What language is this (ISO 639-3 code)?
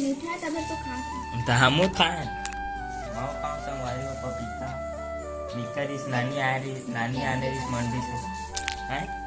hne